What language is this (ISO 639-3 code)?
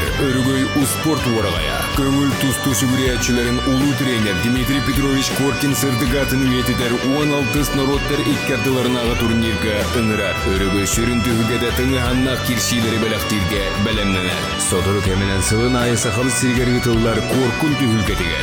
sah